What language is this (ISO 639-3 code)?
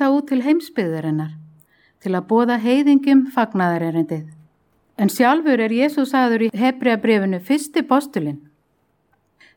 isl